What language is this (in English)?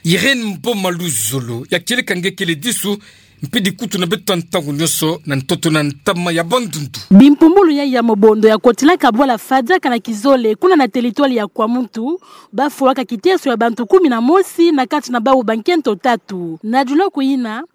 Kituba (Democratic Republic of Congo)